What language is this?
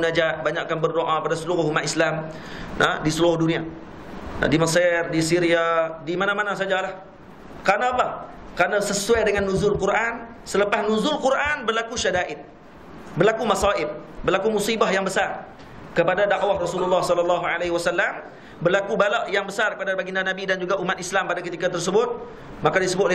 Malay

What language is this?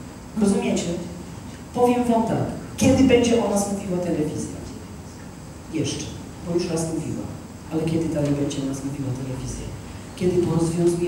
Polish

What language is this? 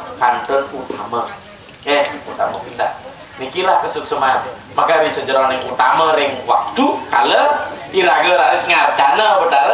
Balinese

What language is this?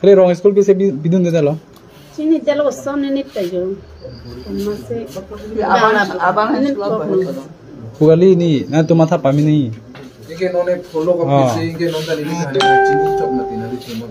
Karbi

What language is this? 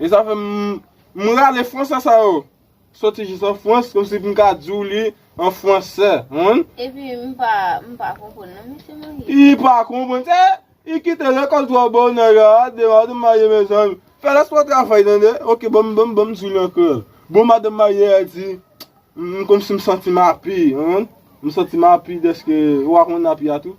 Haitian Creole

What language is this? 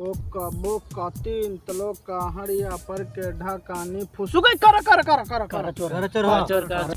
Magahi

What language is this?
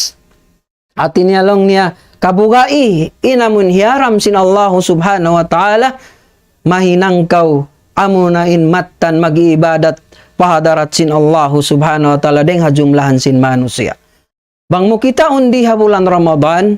Tausug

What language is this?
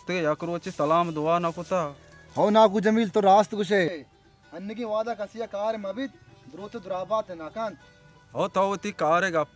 Baluchi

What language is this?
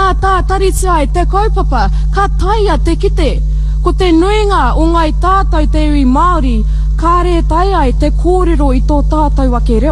Māori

